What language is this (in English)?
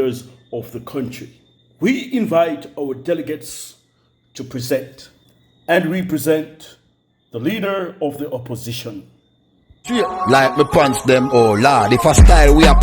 Jamaican Creole English